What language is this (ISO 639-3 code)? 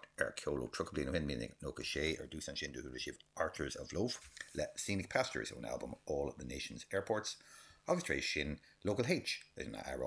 gle